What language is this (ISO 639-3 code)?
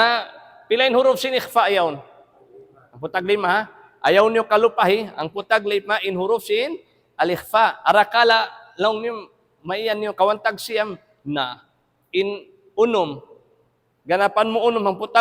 tsg